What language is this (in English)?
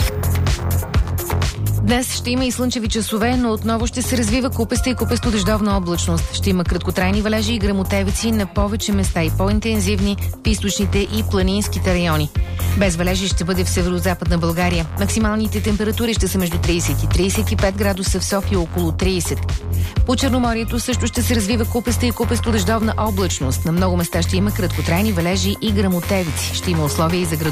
Bulgarian